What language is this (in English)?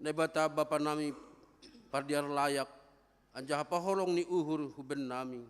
Batak Simalungun